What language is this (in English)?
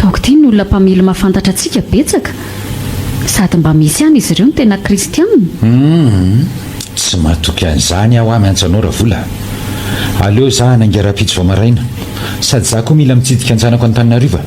Malagasy